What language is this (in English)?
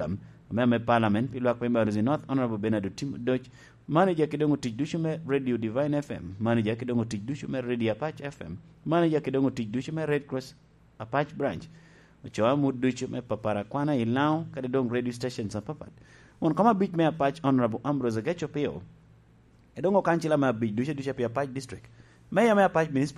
Lango (Uganda)